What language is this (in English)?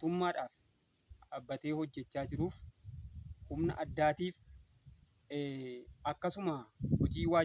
Oromo